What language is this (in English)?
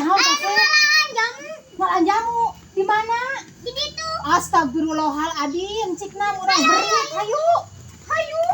Sundanese